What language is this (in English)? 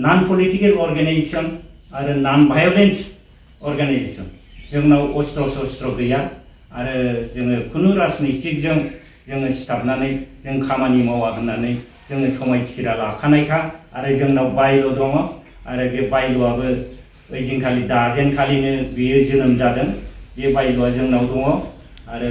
Bodo